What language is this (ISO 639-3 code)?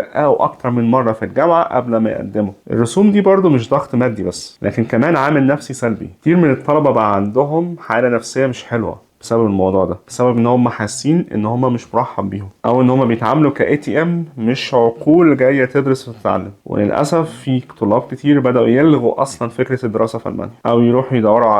arz